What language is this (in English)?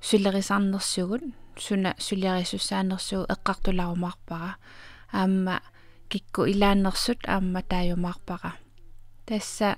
Kalaallisut